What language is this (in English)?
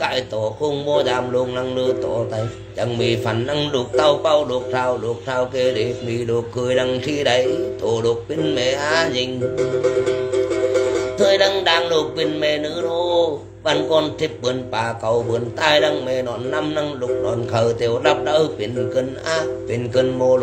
Vietnamese